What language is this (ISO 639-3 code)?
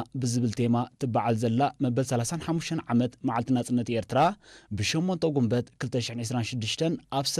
tir